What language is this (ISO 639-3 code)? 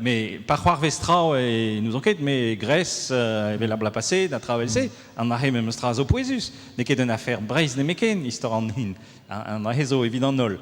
bre